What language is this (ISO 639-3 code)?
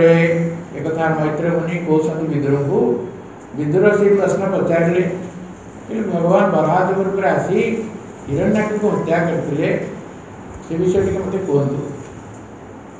ori